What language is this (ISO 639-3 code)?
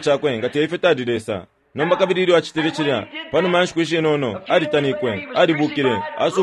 bem